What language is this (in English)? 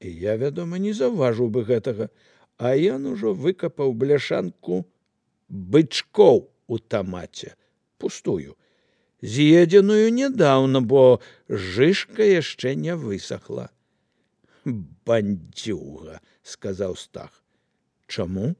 Belarusian